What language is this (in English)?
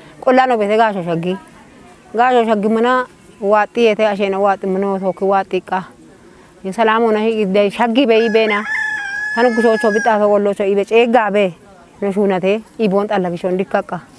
Kafa